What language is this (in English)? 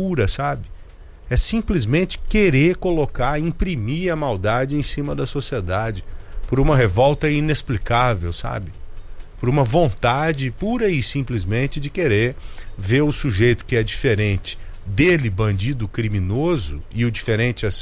Portuguese